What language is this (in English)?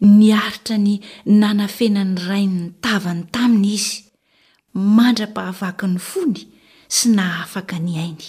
Malagasy